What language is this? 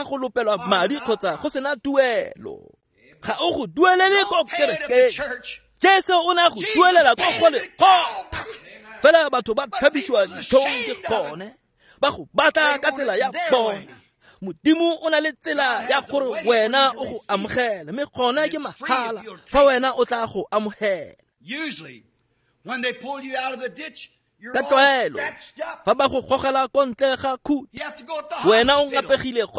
Tswana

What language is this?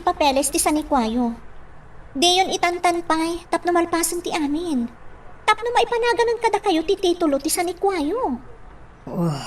Iloko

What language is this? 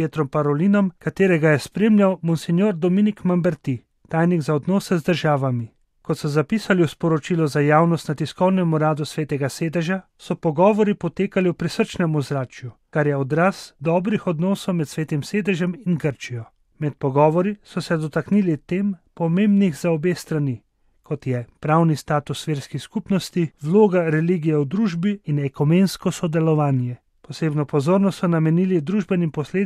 Slovenian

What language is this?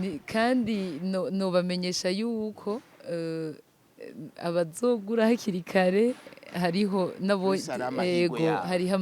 Rundi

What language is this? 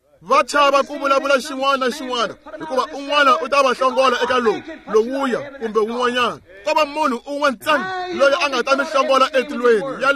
Tsonga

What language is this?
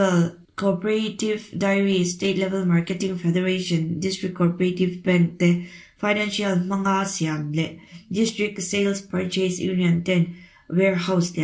Mizo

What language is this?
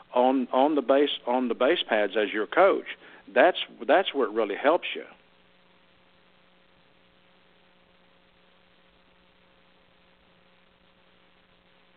English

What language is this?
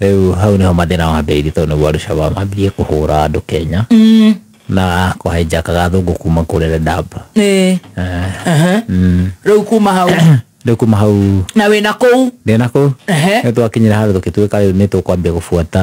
Kikuyu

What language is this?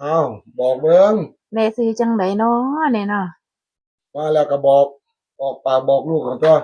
Northeastern Thai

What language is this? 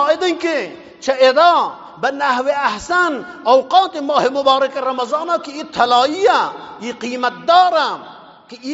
Eastern Balochi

